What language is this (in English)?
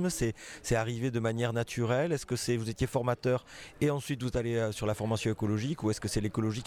French